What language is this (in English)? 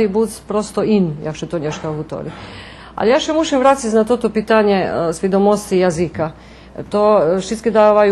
Rusyn